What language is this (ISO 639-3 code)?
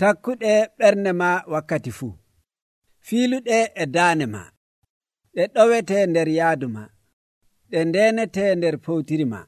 fuv